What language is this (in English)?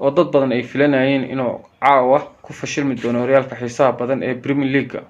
Somali